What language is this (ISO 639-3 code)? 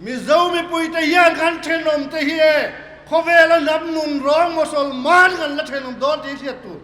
lus